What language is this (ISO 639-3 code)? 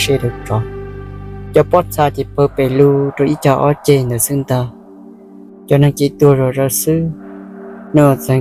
hmn